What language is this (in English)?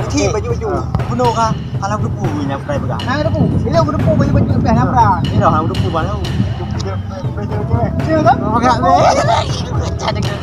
Achinese